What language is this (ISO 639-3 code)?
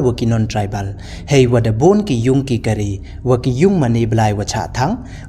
pbv